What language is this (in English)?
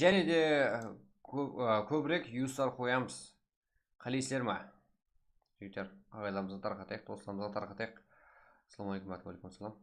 Kara-Kalpak